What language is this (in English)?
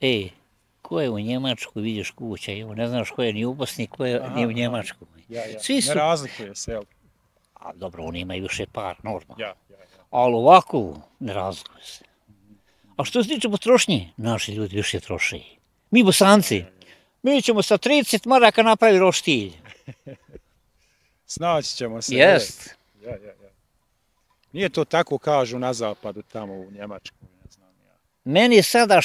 Bosnian